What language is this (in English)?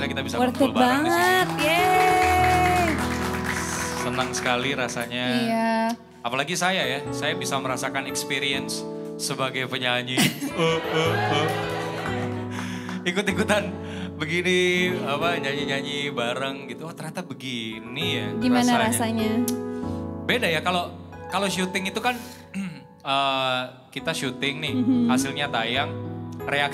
Indonesian